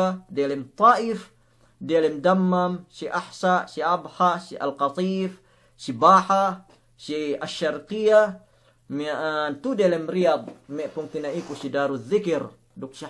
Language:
Yakan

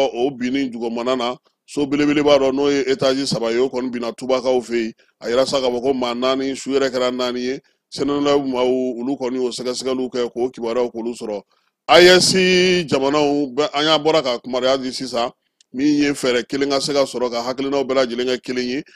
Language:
Bambara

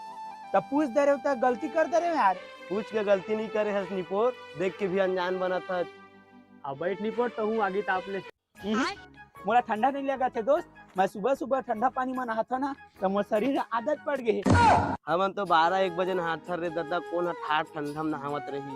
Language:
Chhattisgarhi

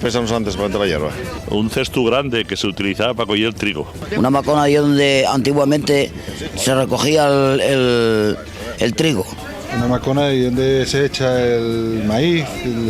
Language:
Asturian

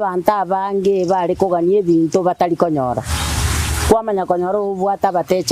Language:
Gusii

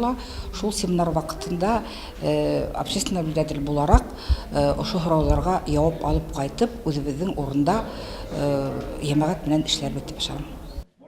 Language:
Bashkir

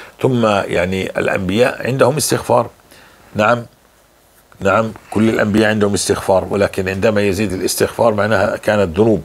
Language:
North Levantine Arabic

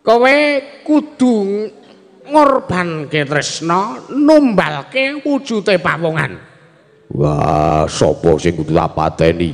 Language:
Javanese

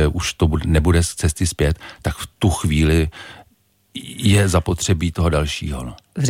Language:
Czech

